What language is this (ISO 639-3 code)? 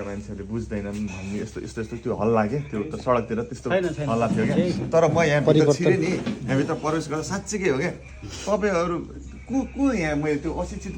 nep